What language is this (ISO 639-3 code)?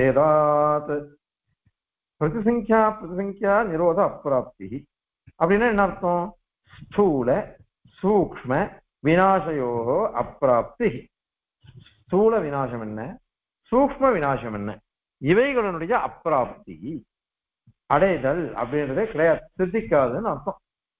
tam